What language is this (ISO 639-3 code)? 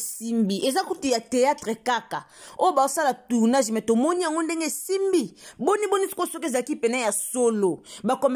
lin